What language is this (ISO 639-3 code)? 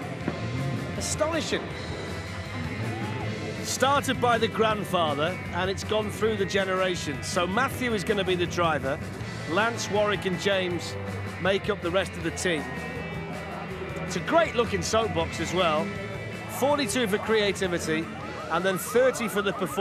eng